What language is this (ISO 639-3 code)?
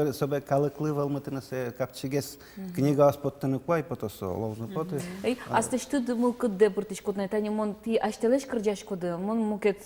udm